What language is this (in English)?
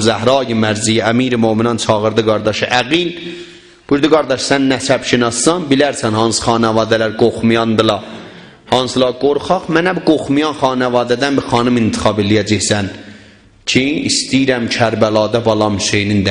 South Azerbaijani